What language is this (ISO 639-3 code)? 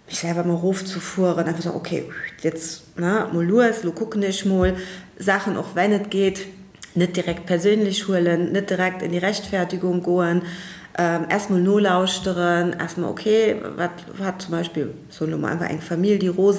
ltz